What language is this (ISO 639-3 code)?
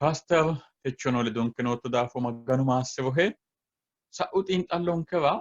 sid